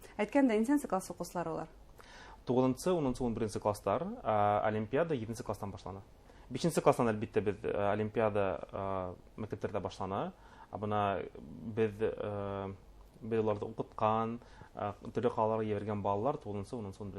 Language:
Bashkir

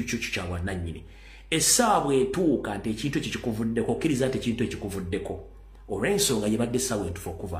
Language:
Ganda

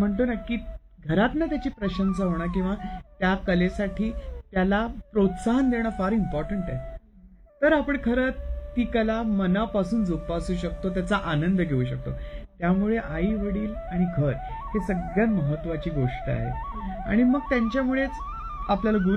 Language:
Marathi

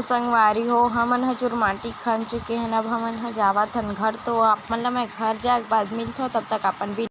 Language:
Chhattisgarhi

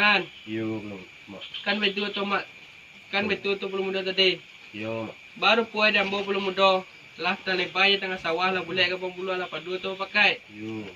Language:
Minangkabau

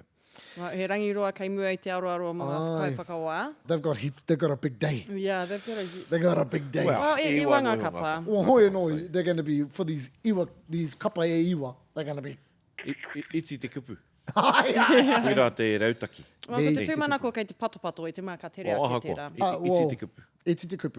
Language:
Māori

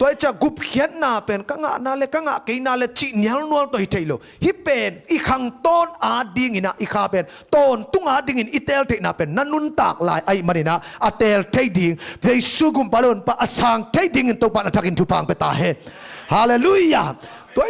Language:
Tedim Chin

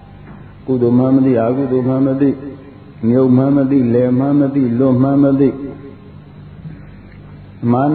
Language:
Burmese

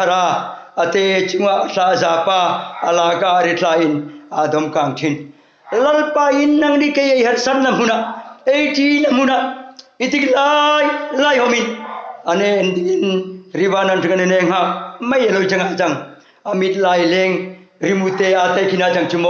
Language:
Hmar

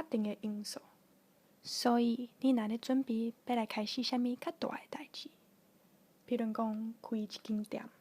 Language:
Min Nan Chinese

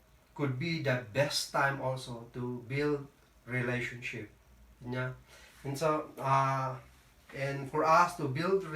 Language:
Kankanaey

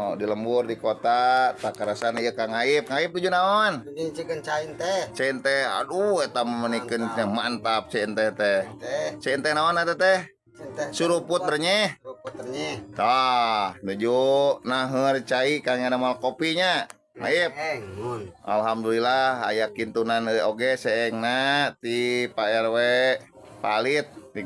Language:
Sundanese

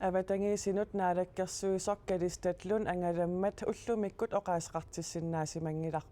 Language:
Kalaallisut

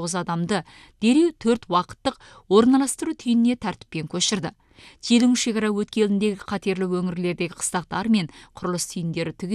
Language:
Kazakh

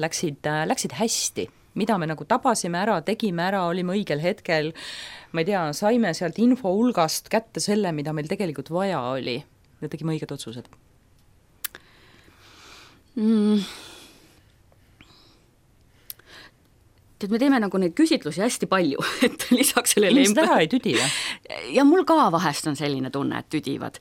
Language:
Estonian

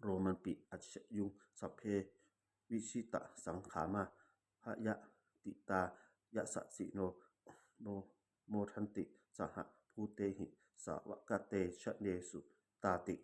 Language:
Pali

